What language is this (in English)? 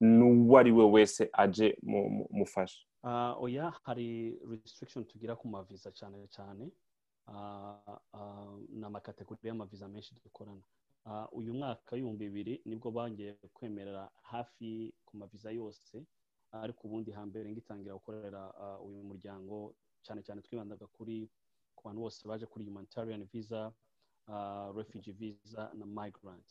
Rundi